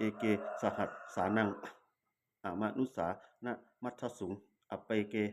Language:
Pali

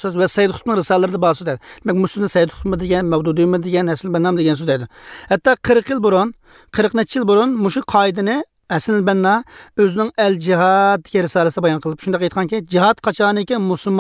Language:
Uyghur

